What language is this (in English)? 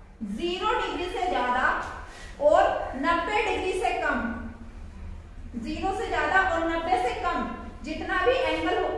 Hindi